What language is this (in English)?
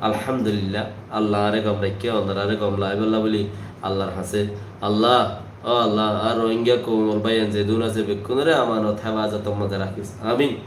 Rohingya